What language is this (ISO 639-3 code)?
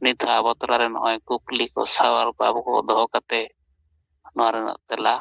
sat